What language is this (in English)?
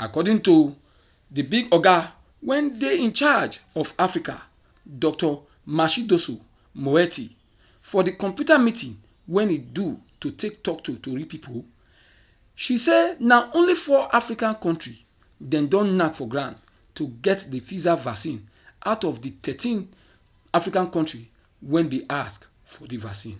Nigerian Pidgin